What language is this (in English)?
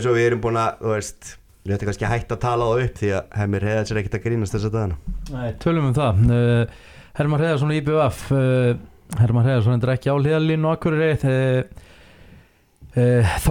Icelandic